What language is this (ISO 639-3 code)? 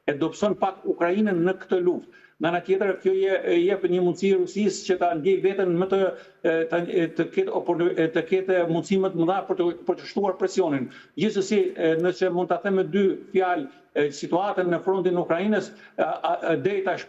sqi